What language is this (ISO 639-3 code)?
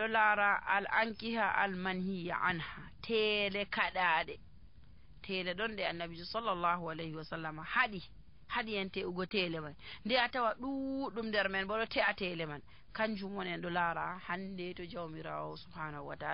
fuv